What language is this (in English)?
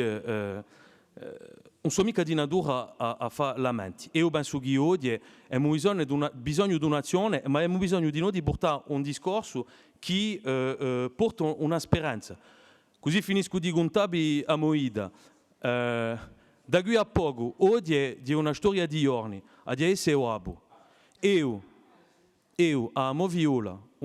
Corsican